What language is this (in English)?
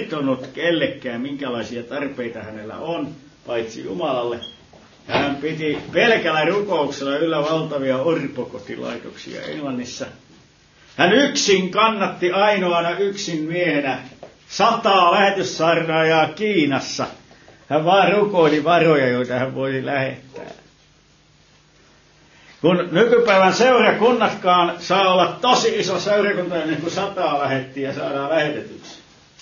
Finnish